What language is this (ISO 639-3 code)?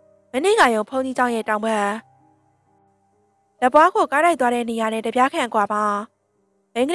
mya